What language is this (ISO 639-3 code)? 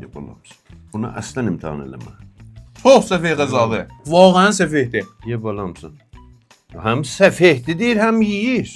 azb